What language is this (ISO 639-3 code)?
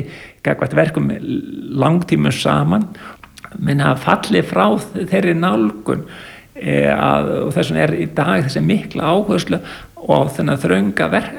isl